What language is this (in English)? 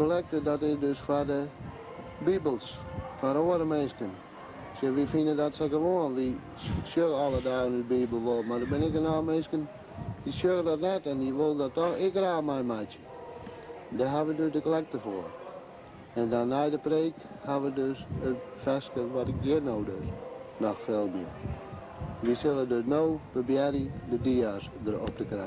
Western Frisian